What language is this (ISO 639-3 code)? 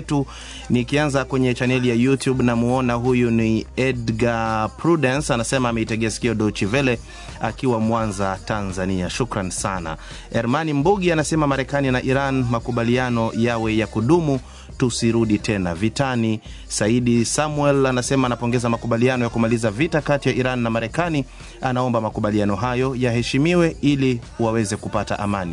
swa